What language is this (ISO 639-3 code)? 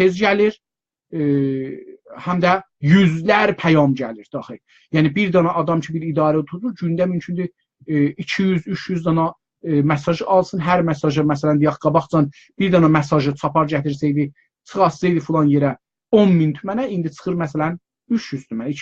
azb